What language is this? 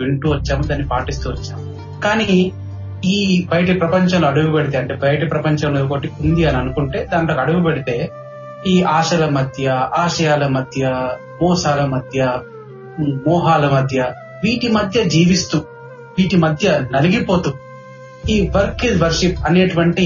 Telugu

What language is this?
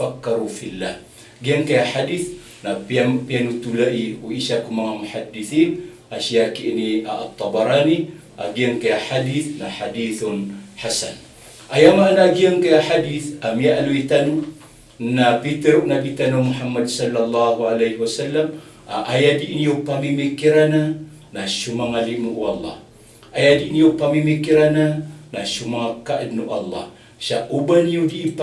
Maranao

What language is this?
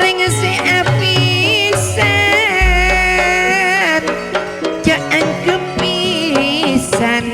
Madurese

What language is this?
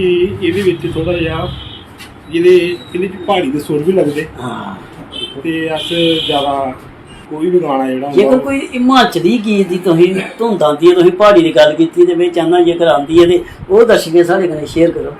Dogri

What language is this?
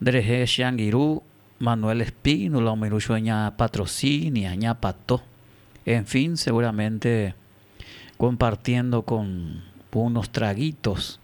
Guarani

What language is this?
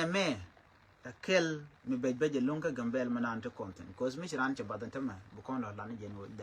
Nuer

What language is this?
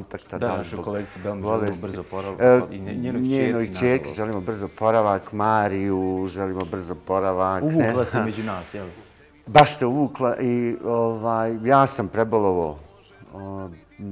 Bosnian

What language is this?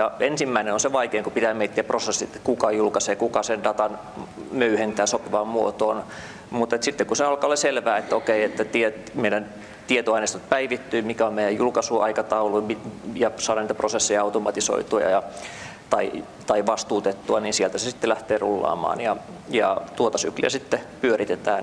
Finnish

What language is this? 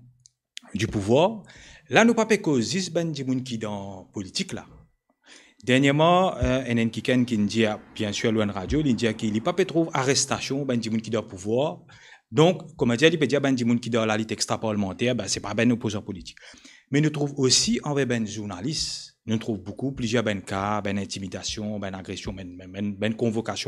Morisyen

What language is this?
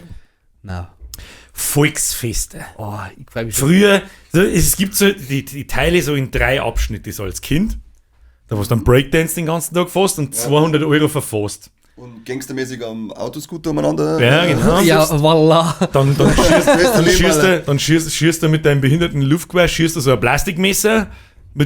Bavarian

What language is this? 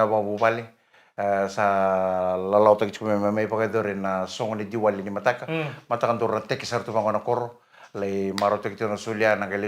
Fijian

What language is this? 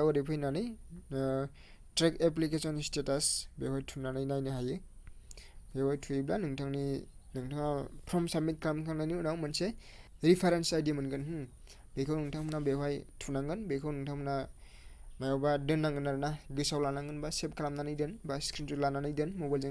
Bodo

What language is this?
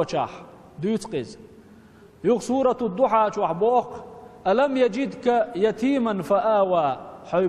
Chechen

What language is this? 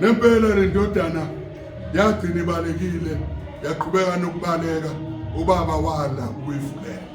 Zulu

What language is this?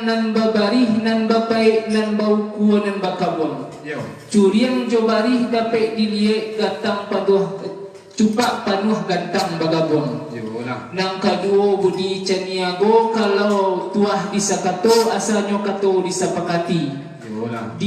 Minangkabau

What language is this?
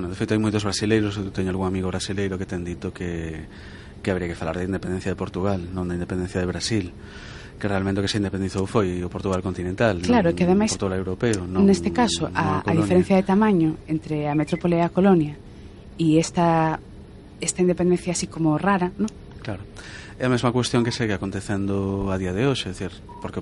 Galician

